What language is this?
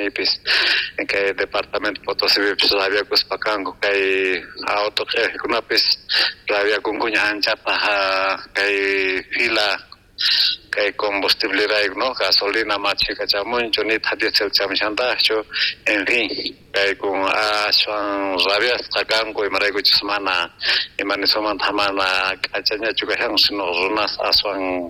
South Bolivian Quechua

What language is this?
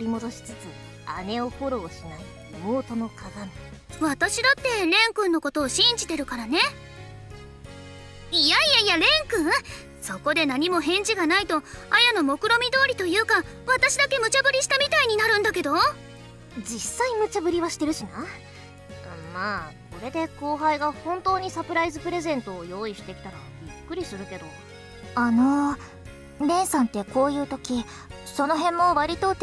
Japanese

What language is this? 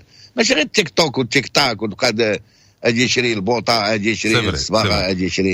Moroccan Arabic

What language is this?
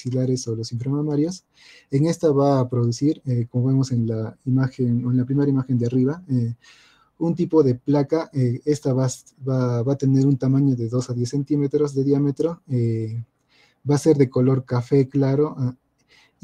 Spanish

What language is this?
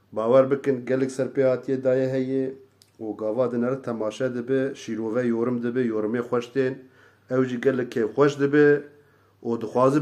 Kurdish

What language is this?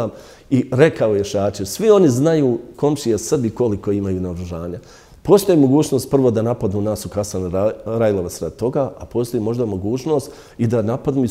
Bosnian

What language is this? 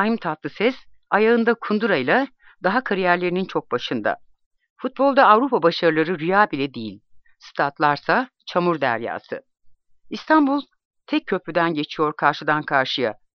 Turkish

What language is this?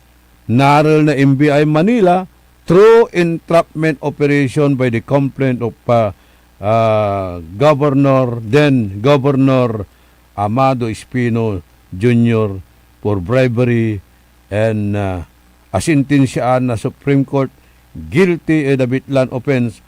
Pangasinan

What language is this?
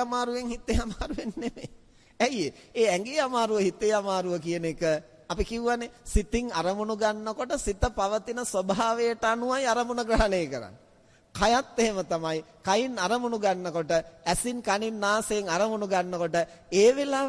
Sinhala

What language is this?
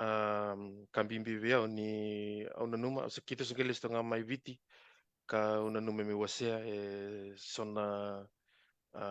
Fijian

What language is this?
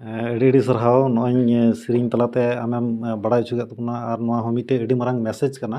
Santali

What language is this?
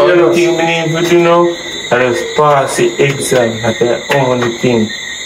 Jamaican Creole English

